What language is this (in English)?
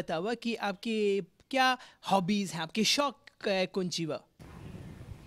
Bhojpuri